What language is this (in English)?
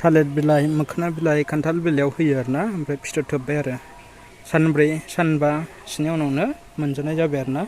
Bodo